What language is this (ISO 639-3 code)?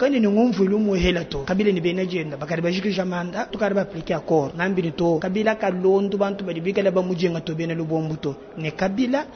lua